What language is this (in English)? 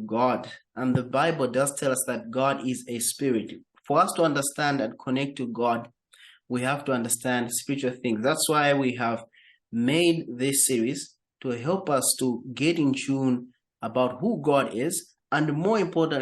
English